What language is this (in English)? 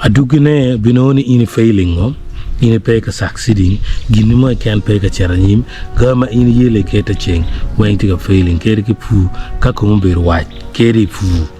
Acoli